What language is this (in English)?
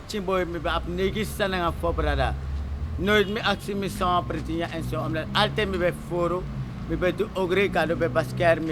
Sranan Tongo